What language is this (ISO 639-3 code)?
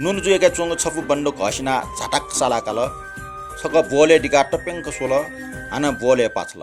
new